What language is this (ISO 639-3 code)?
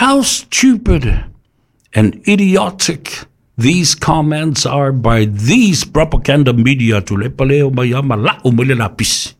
smo